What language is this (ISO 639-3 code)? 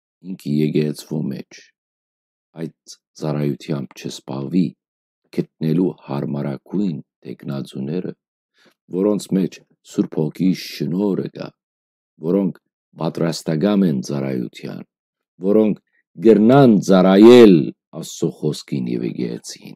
hyw